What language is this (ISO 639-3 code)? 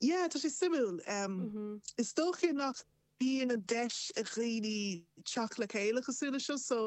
gle